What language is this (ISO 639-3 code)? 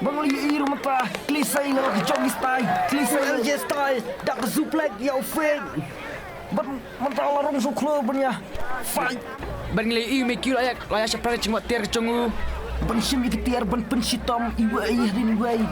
kha